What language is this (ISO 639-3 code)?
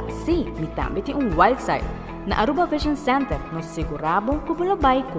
pap